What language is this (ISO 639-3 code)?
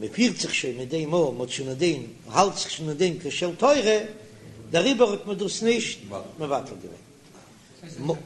yid